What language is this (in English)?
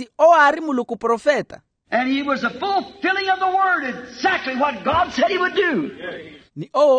Makhuwa